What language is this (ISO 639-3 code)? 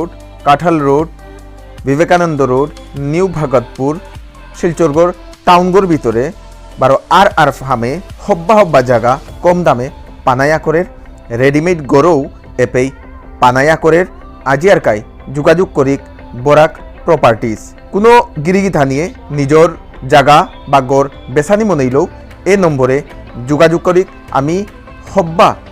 bpy